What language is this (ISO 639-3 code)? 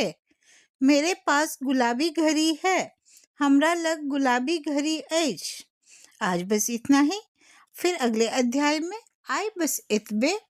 mai